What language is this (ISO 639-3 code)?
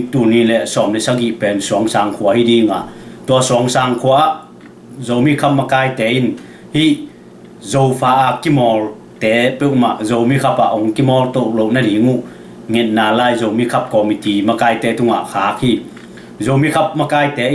ctd